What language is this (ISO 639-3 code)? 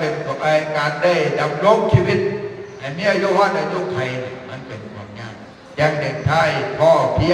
tts